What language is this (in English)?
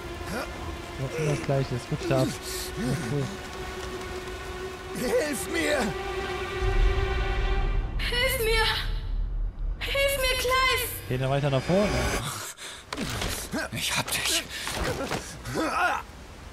German